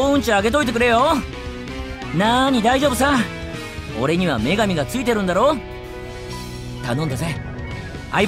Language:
Japanese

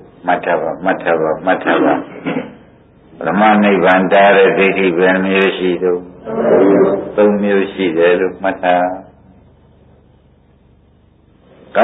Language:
Burmese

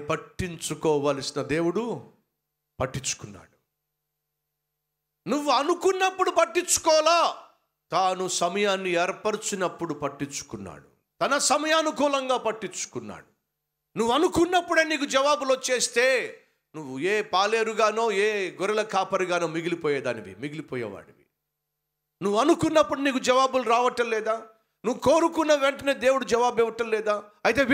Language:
Telugu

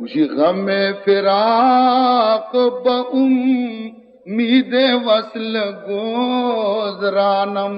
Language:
Baluchi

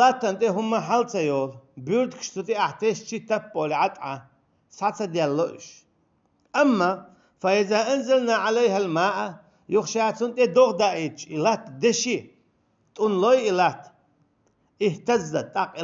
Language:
Chechen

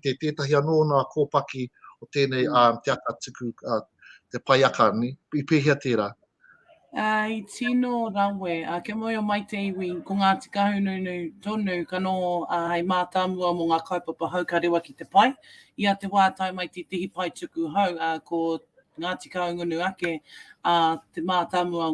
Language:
Māori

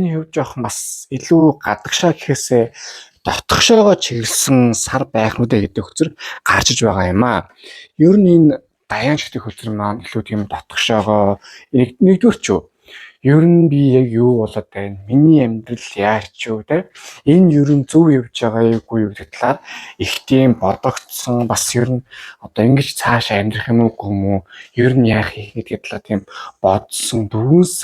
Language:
Mongolian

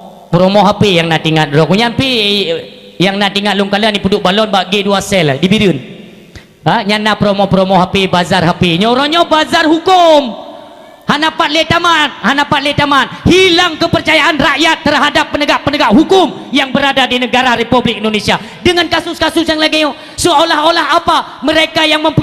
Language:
Achinese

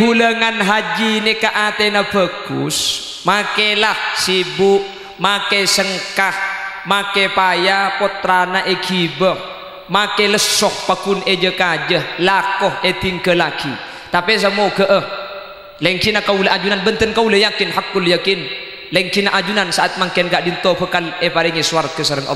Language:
Madurese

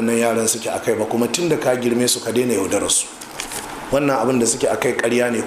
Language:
Hausa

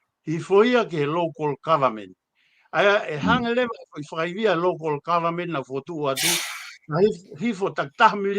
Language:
Tongan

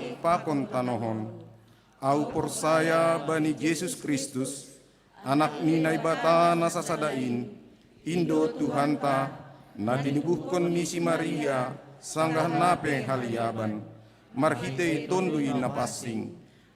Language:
Batak Simalungun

